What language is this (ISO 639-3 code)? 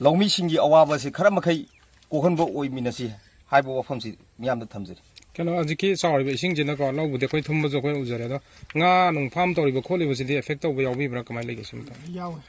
mni